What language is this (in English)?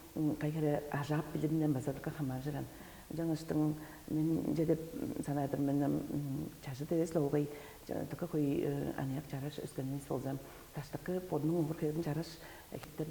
Tuvinian